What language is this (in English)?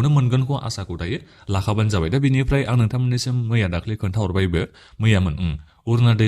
Bodo